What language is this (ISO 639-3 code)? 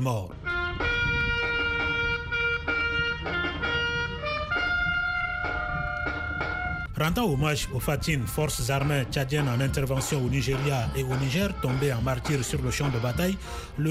fra